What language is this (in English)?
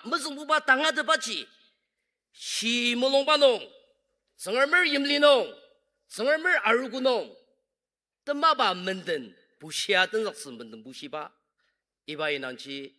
Ao Naga